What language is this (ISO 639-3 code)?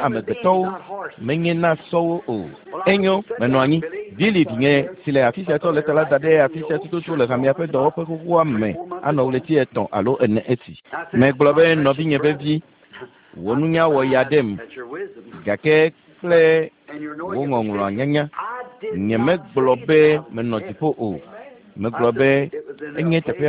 ewe